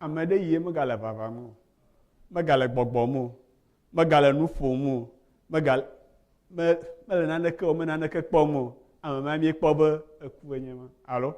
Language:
Ewe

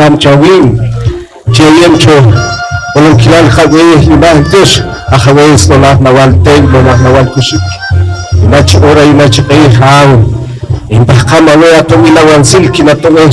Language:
Poqomchi'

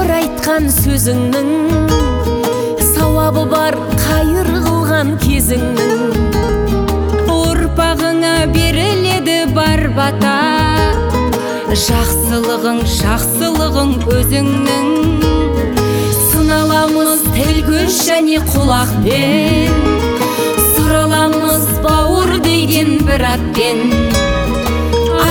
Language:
Kazakh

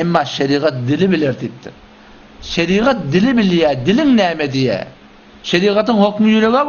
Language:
Turkmen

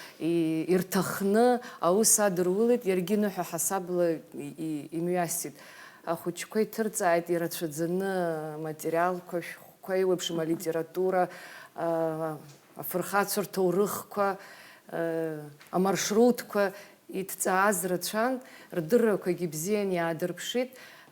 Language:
Abkhazian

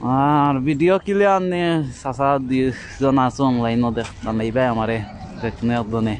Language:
Sylheti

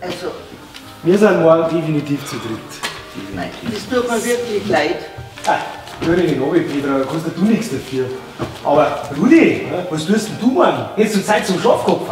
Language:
Bavarian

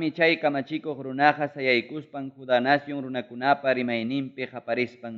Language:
Ayacucho Quechua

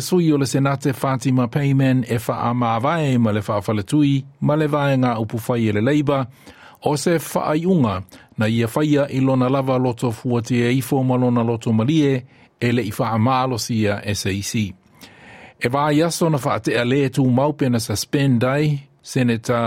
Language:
Samoan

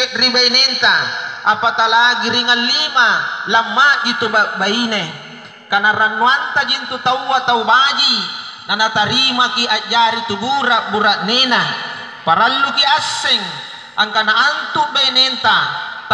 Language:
Makasar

